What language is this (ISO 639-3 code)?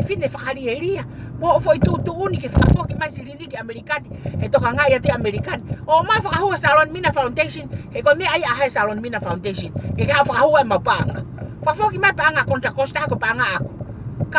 ton